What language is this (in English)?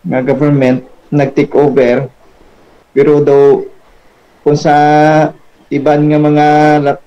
Hiligaynon